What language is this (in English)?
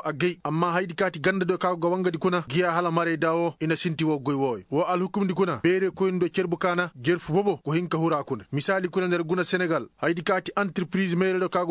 Koyraboro Senni